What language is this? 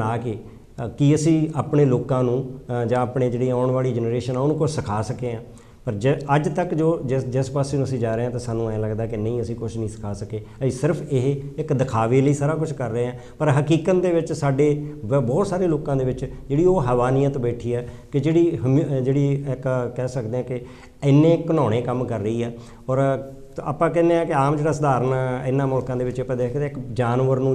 Punjabi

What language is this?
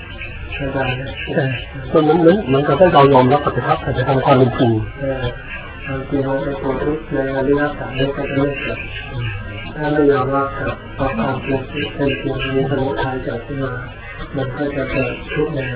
Thai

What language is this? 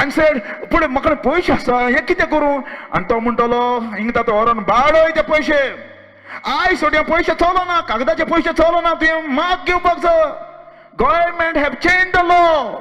Konkani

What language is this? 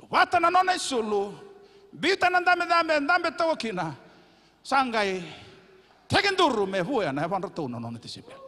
Fijian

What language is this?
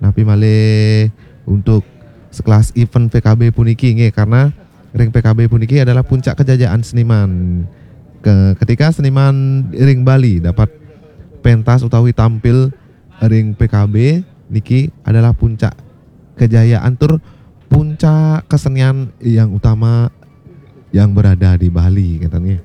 Balinese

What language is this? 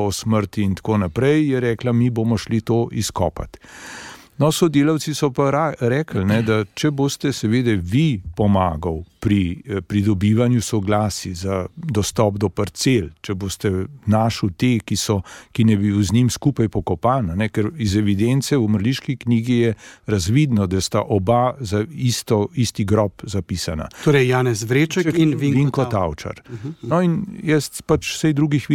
Slovenian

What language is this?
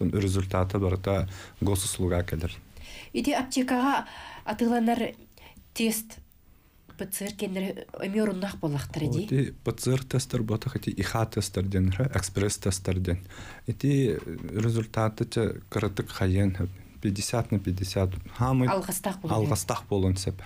Yakut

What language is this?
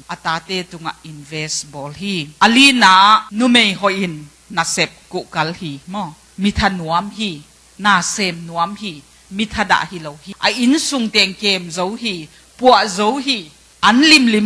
Tedim Chin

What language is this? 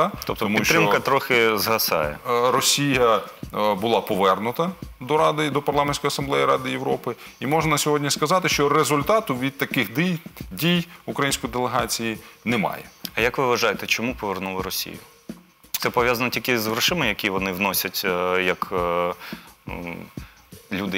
Ukrainian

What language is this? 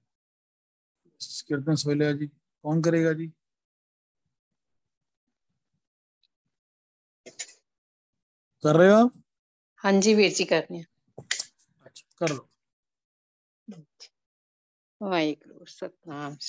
Punjabi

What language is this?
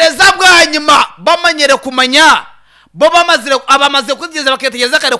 Nyankole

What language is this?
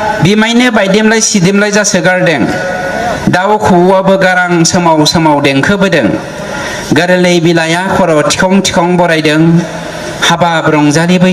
Bodo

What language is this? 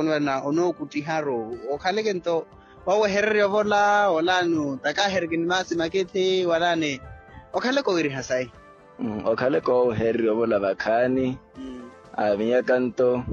Makhuwa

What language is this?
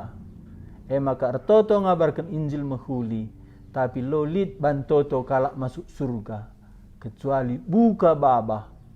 Batak Karo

